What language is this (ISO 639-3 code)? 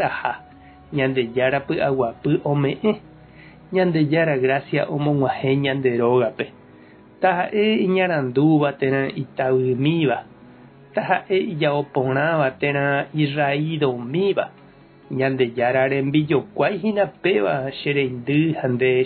grn